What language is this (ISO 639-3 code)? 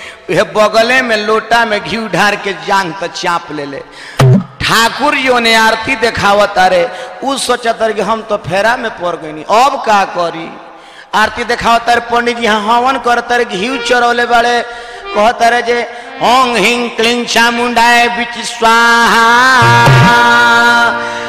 bho